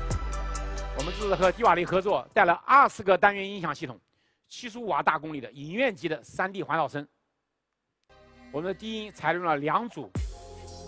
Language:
Chinese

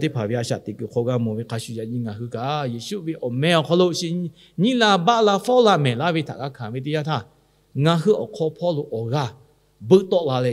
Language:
Lahu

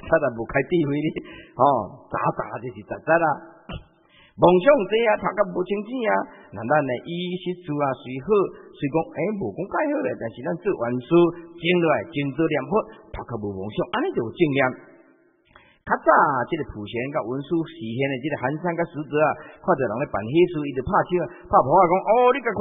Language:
Chinese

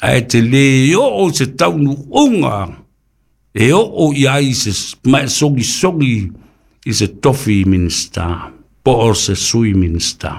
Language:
Samoan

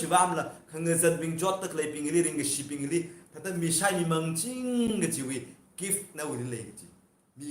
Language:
Tangkhul Naga (India)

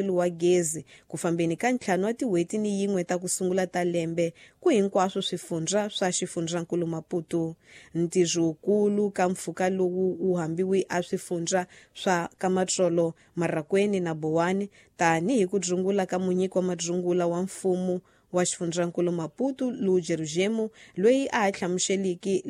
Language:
Tsonga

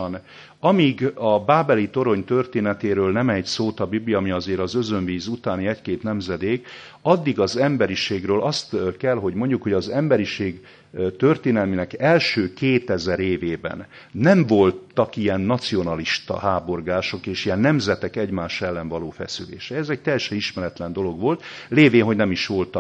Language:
Hungarian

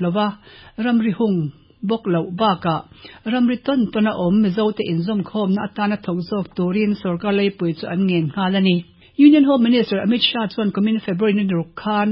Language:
Mizo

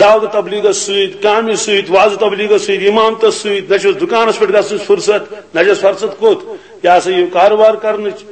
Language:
Kashmiri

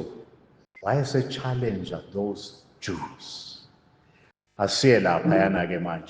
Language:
Zulu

